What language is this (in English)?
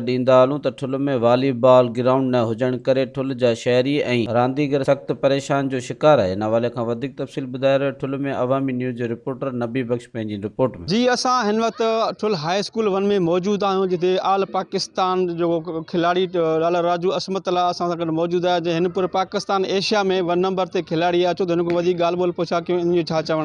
Sindhi